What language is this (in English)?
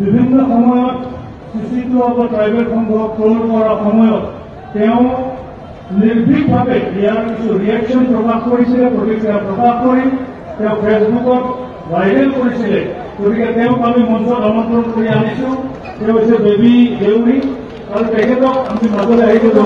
Assamese